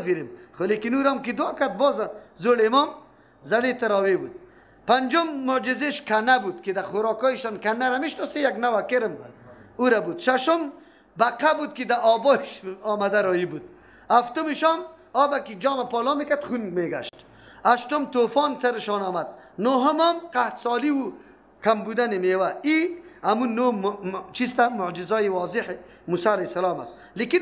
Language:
Persian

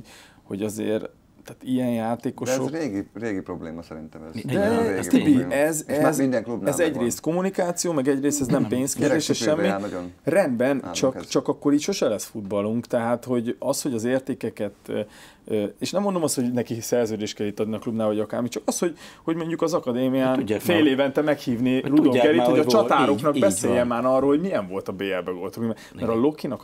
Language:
Hungarian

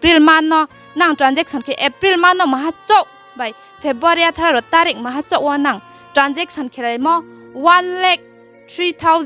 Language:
Riang (India)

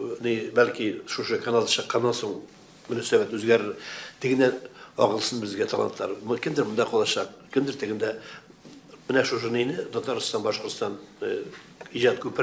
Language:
Tatar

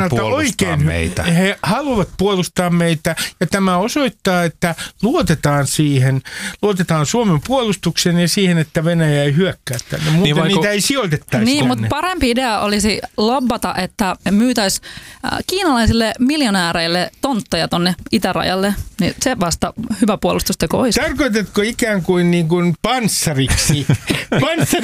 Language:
Finnish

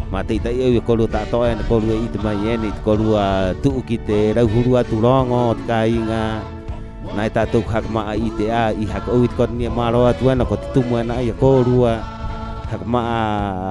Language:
Rapanui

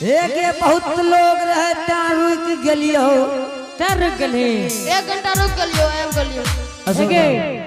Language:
Angika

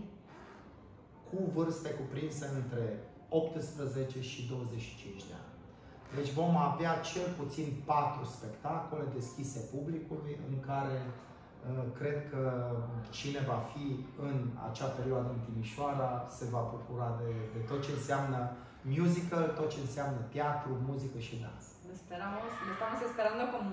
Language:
Romanian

